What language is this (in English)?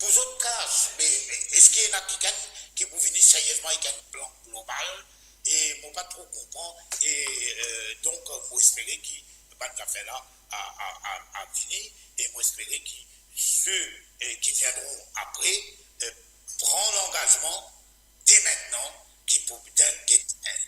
Morisyen